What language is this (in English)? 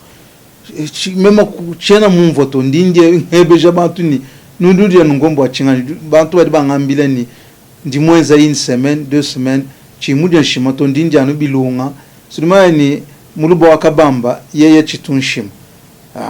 Luba-Lulua